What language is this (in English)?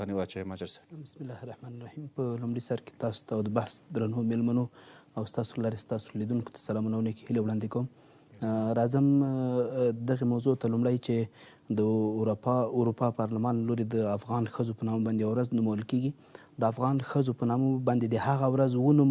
Pashto